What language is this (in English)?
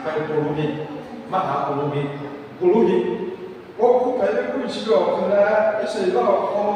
Lahu